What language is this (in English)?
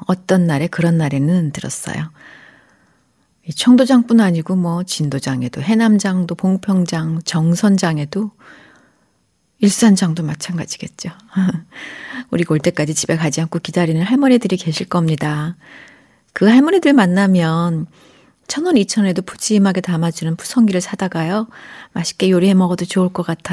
Korean